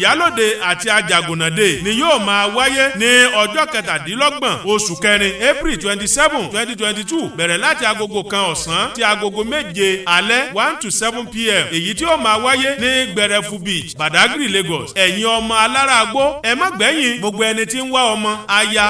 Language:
Yoruba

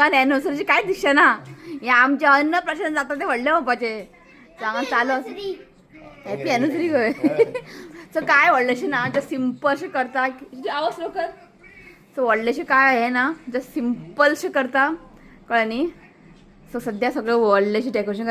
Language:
Konkani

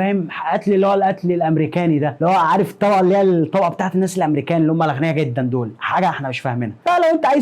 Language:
Egyptian Arabic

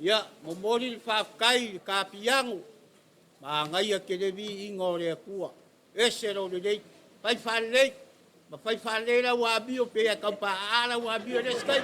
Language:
Samoan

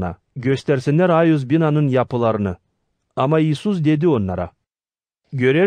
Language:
Gagauz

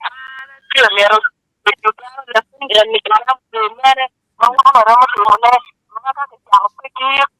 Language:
Acoli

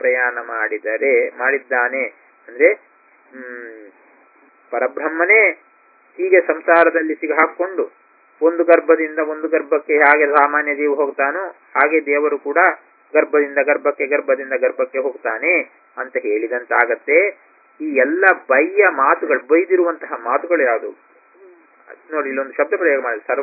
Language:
Kannada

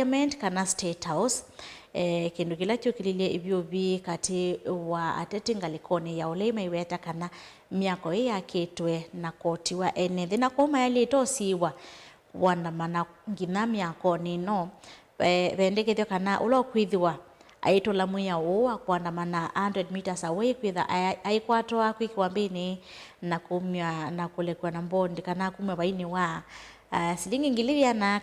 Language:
Kamba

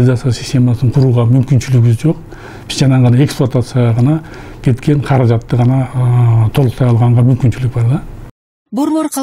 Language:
Kyrgyz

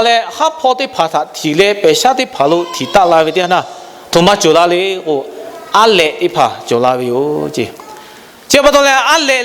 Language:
Lahu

